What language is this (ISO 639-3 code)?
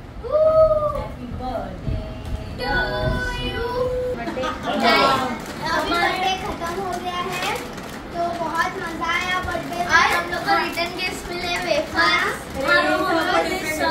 hin